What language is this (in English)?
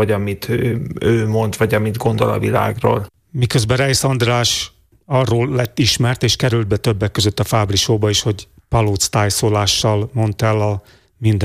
Hungarian